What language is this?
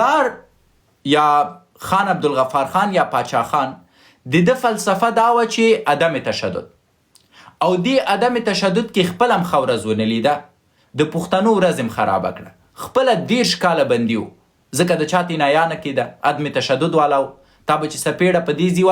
Pashto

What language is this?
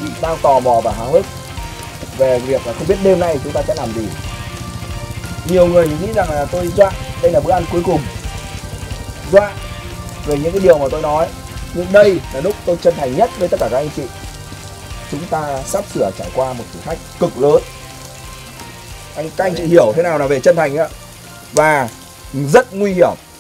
Vietnamese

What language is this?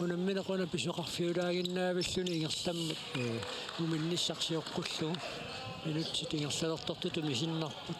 Kalaallisut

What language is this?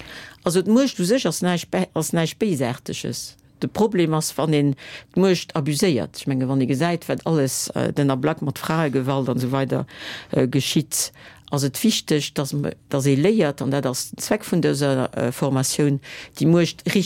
Luxembourgish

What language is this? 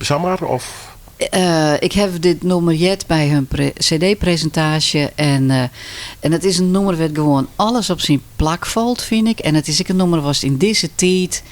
Western Frisian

